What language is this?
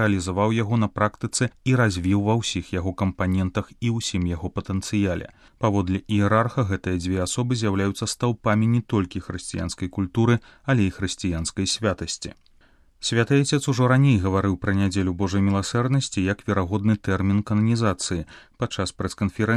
Belarusian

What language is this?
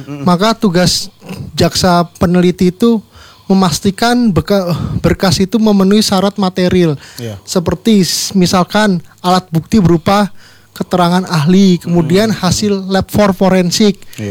Indonesian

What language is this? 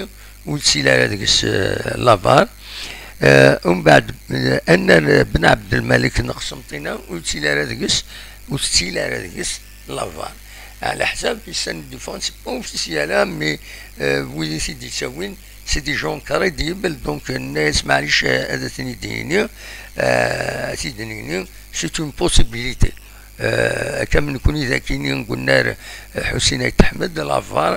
Kabyle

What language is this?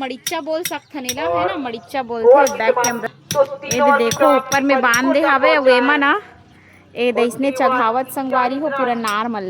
Chhattisgarhi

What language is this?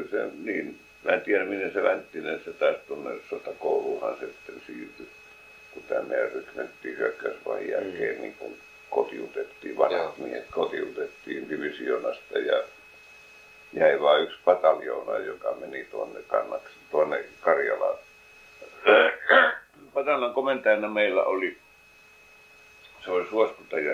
Finnish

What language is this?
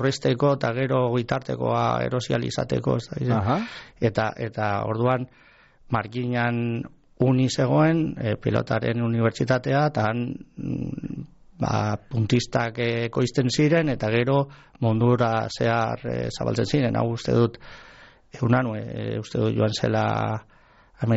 Basque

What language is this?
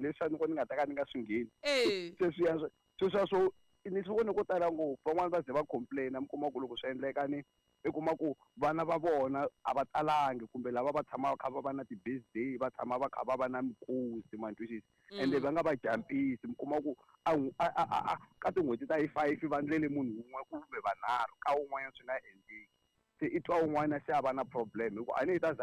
Tsonga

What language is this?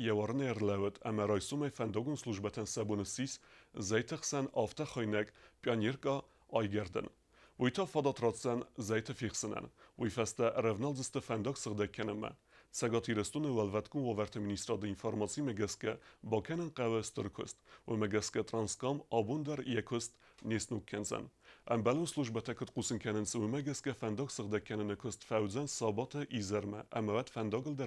Ossetic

